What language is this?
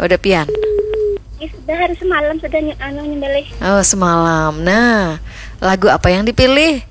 Banjar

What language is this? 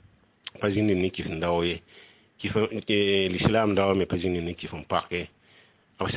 Mossi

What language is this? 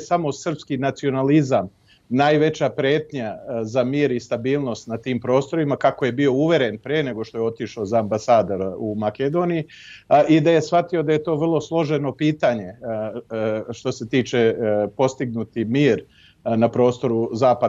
Serbian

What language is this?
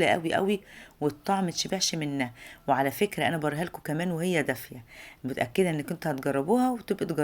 Egyptian Arabic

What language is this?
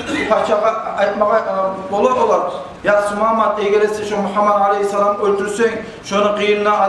Kumyk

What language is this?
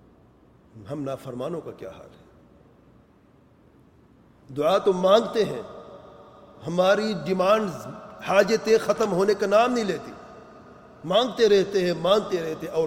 Urdu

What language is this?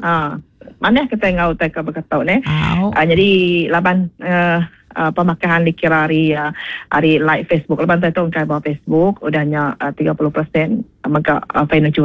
Iban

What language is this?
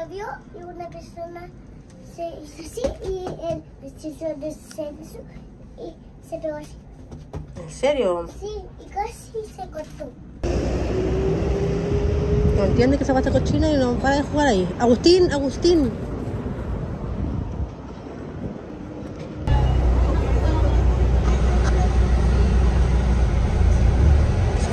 Spanish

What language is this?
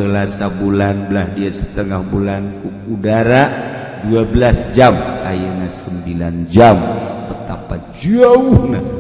Sundanese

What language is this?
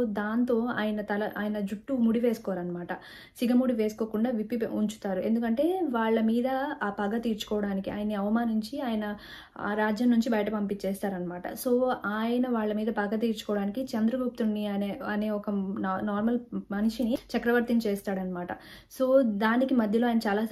Telugu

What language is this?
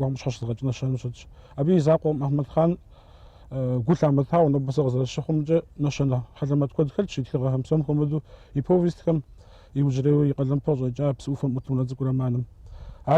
Kabardian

